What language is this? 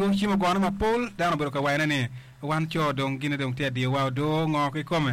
Acoli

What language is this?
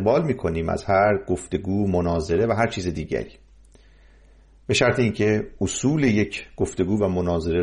Persian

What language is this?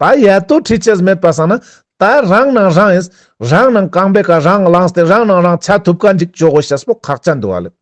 Ladakhi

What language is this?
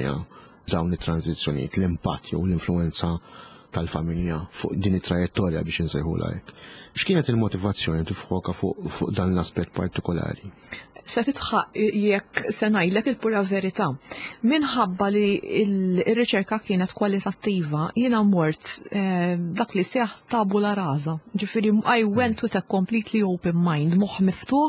Maltese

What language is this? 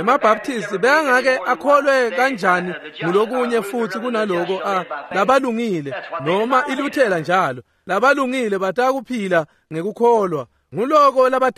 Swati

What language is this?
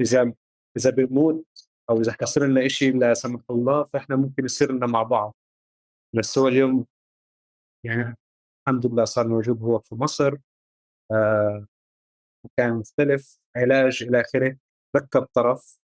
North Levantine Arabic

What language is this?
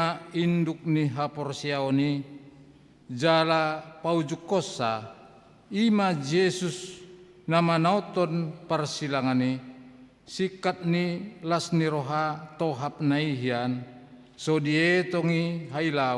Batak Toba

